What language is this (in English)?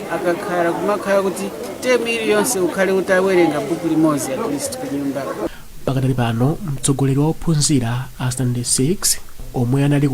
Nyanja